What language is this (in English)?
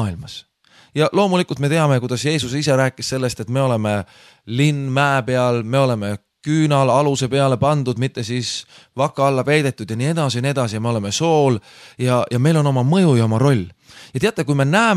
Estonian